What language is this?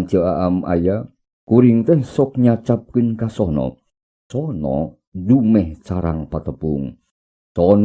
Sundanese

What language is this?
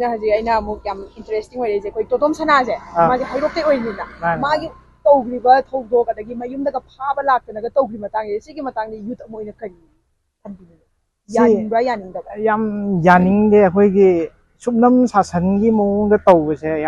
Manipuri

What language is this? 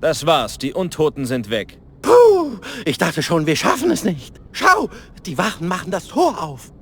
Bavarian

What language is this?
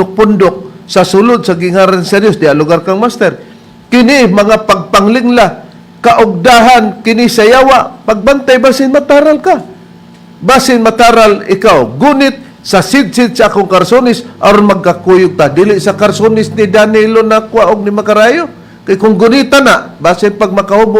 Cebuano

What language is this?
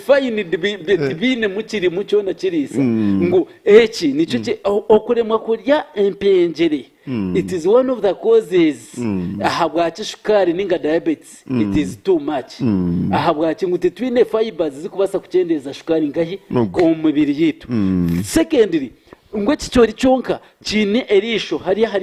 Nyankole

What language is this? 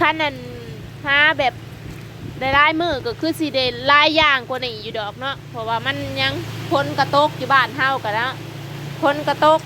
Northeastern Thai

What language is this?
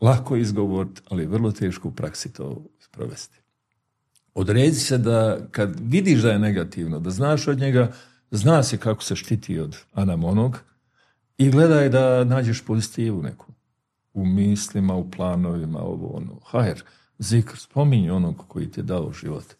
Bosnian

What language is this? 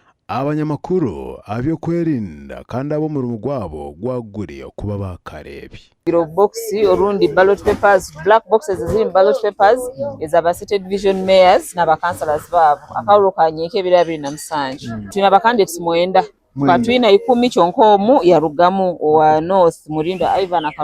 Nyankole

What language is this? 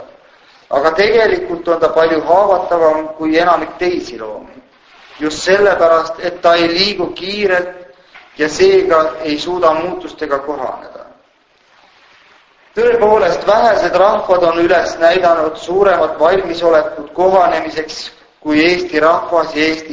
Estonian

